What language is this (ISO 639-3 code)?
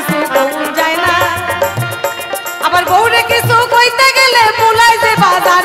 ben